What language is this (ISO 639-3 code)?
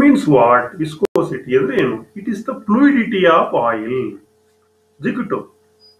kan